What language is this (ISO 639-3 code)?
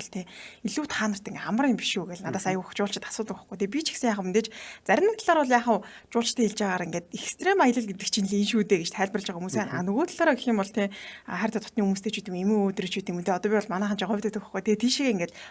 mon